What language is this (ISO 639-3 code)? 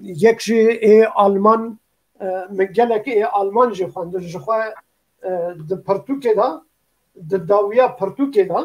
kur